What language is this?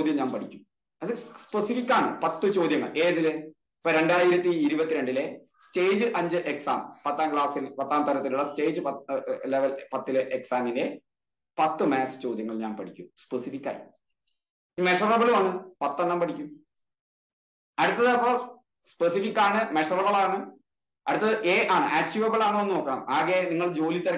Malayalam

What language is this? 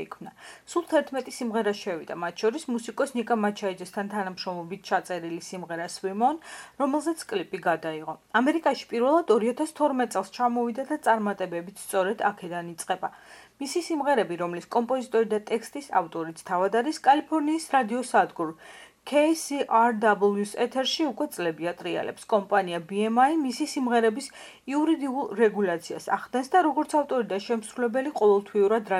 Georgian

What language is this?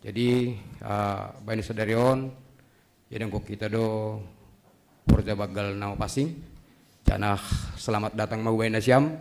Batak Simalungun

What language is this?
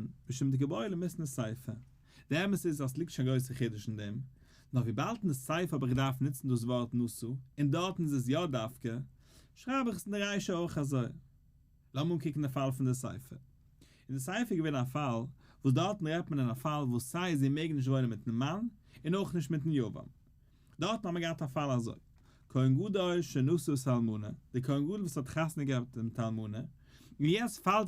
Yiddish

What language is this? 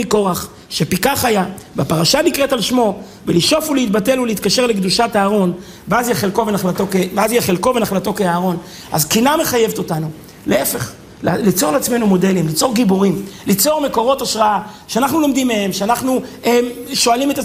Hebrew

